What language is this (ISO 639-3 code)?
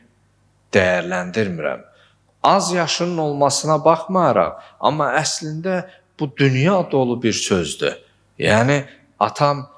aze